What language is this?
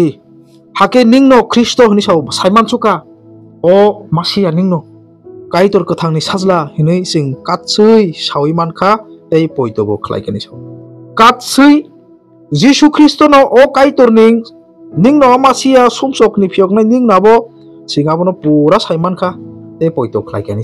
Kok Borok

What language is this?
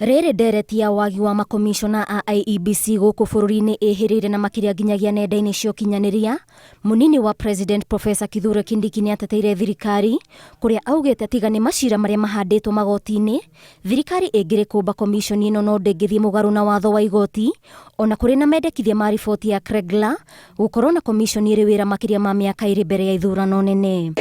Kikuyu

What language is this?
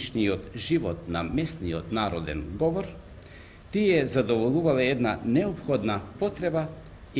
Macedonian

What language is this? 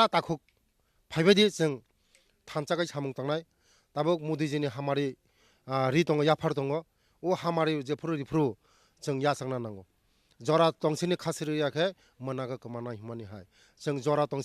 Kok Borok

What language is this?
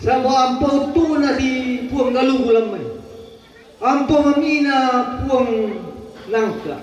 Toraja-Sa'dan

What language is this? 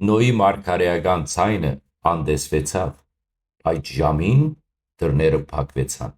Western Armenian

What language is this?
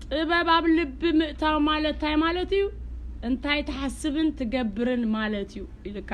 Tigrinya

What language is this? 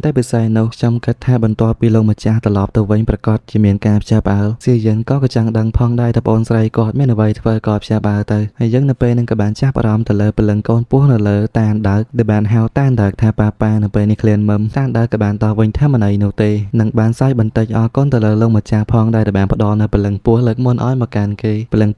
Khmer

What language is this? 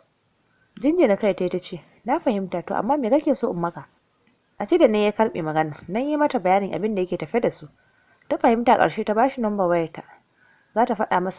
Hausa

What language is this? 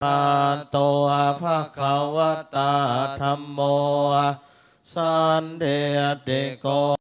Pali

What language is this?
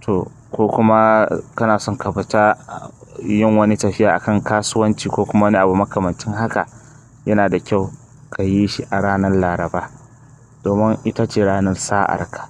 Hausa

